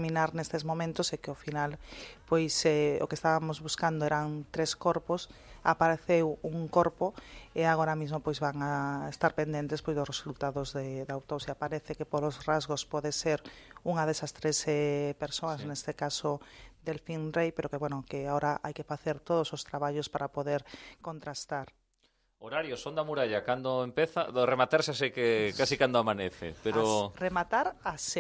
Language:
Galician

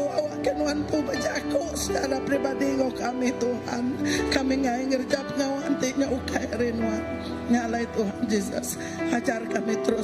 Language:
Iban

